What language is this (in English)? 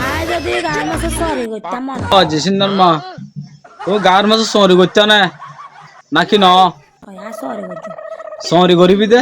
Rohingya